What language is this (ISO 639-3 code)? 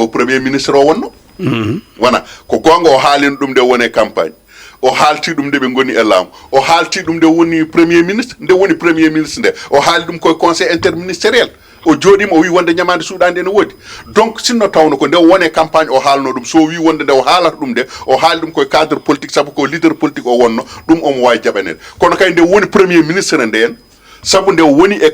ful